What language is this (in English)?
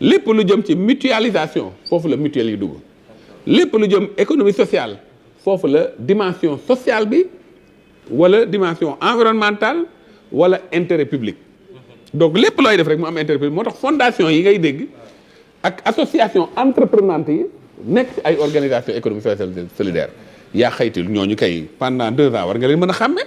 Wolof